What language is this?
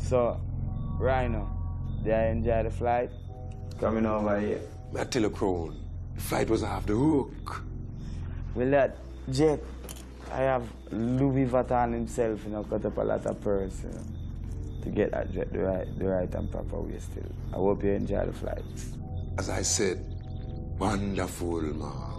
Jamaican Creole English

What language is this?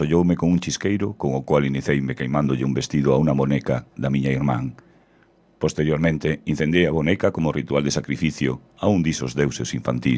Galician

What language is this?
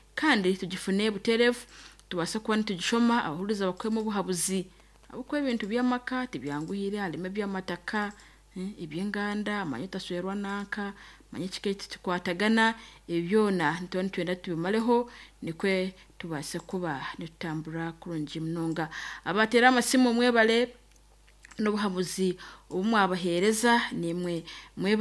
Nyankole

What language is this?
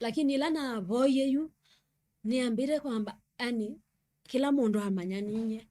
Kamba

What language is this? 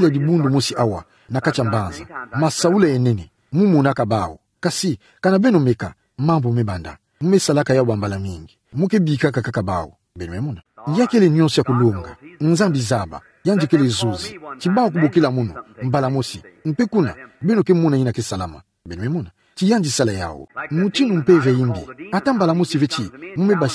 Kituba (Democratic Republic of Congo)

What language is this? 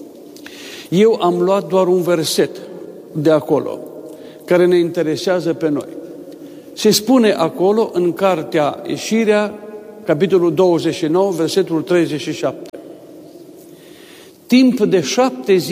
Romanian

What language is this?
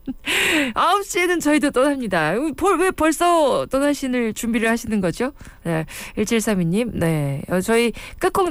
Korean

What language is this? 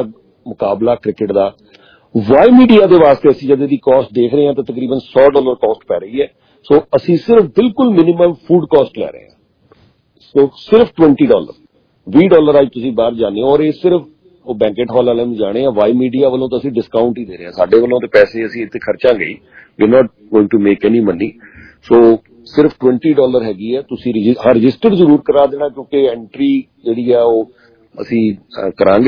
Punjabi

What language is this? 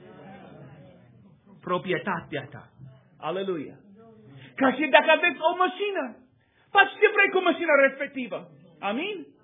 Romanian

